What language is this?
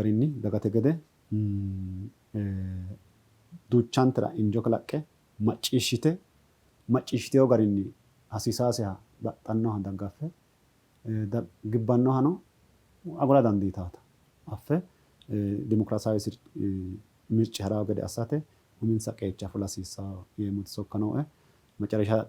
Sidamo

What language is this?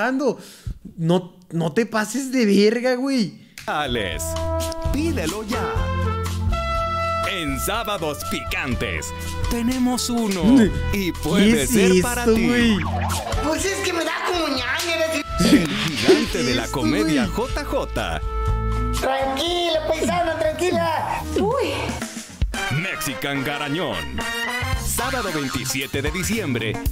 Spanish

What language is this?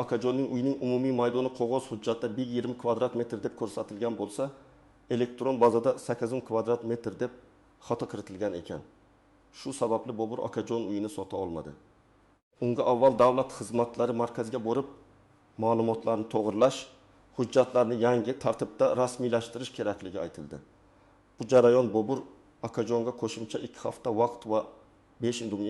Uzbek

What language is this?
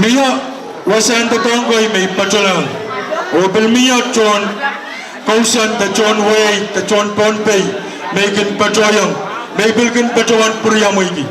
Pohnpeian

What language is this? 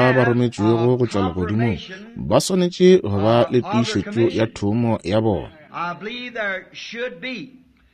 Northern Sotho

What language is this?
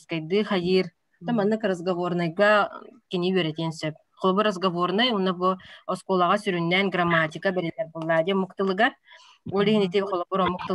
Yakut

